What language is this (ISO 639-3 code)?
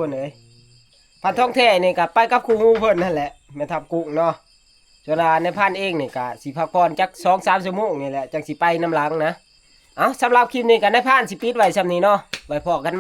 tts